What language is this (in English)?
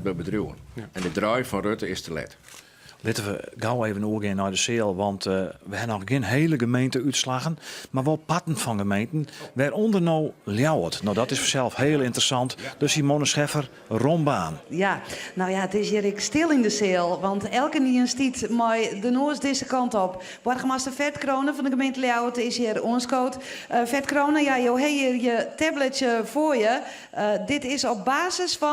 Western Frisian